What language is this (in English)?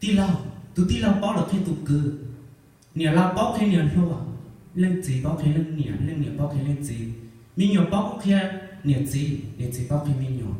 Hmong